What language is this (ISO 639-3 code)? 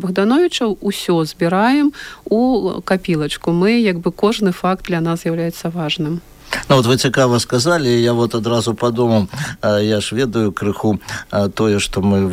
bel